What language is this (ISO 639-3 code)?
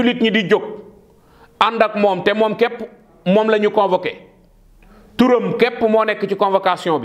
wol